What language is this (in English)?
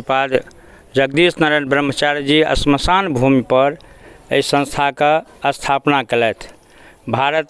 Maithili